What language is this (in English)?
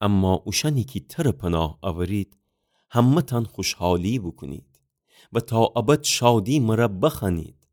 Gilaki